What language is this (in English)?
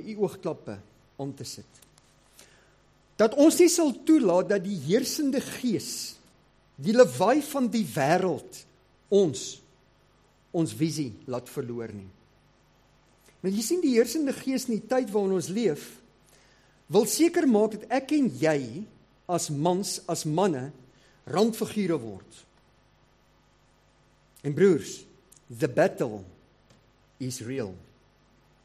Afrikaans